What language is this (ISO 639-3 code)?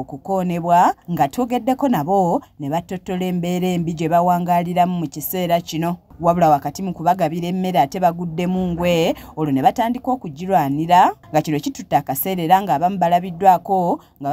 lug